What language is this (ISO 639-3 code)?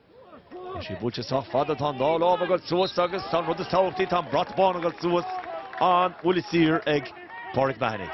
gle